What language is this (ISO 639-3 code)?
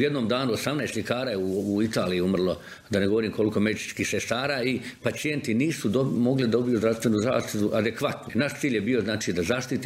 hrv